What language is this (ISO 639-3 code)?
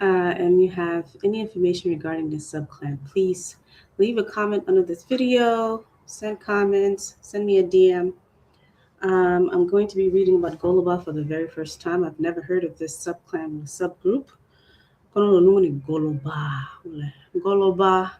ach